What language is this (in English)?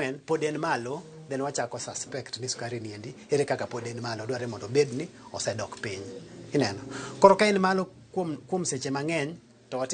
Luo (Kenya and Tanzania)